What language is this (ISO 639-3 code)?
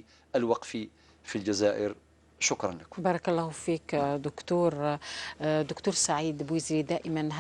kab